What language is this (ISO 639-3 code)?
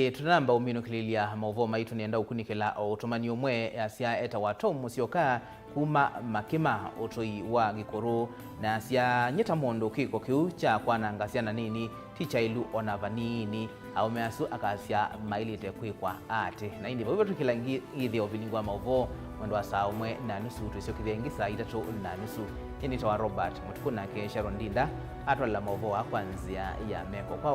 kam